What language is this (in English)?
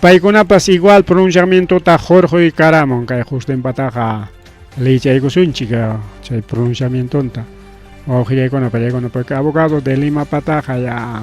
Ayacucho Quechua